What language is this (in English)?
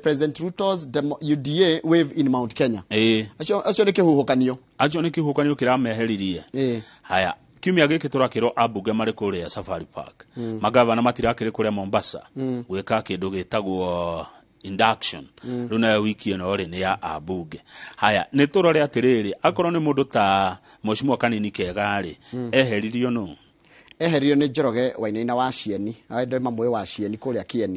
Kikuyu